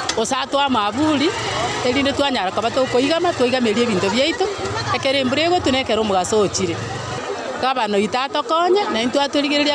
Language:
Gusii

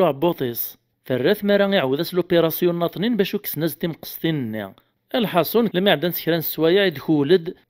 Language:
Kabyle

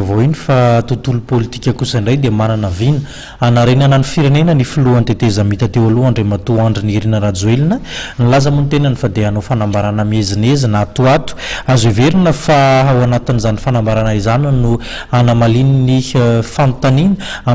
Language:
Malagasy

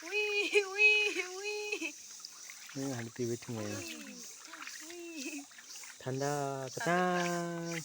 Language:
Kok Borok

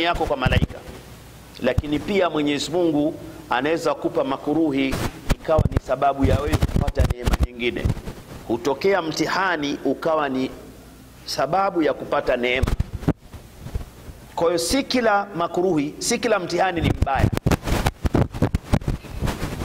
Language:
Swahili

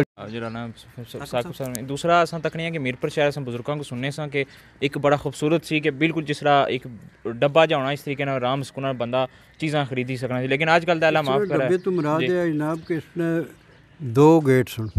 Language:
Pahari-Potwari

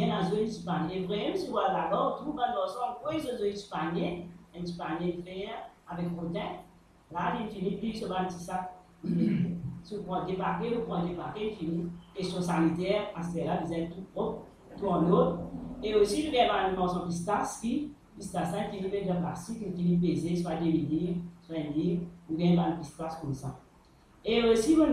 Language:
Morisyen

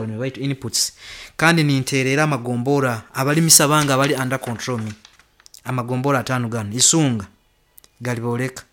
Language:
Nyoro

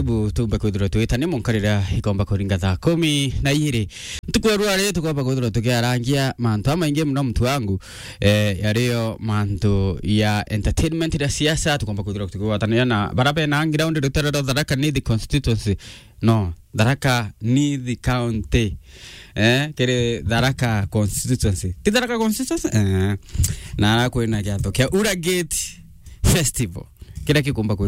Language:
Meru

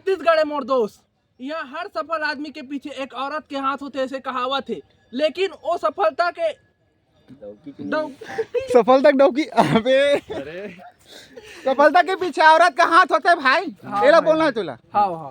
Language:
Chhattisgarhi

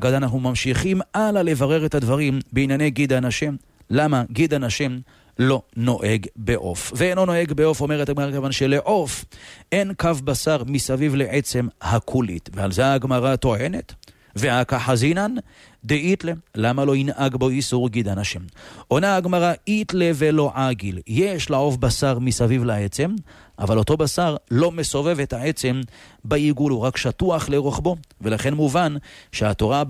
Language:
Hebrew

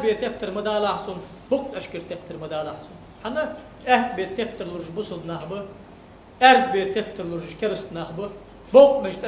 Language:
Ingush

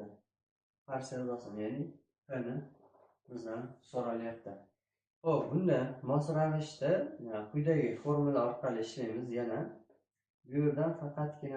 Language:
Uzbek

